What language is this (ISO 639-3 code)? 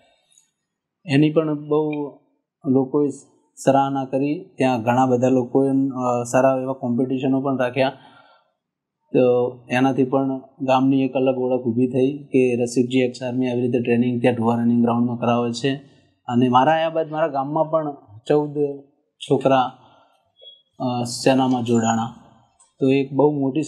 guj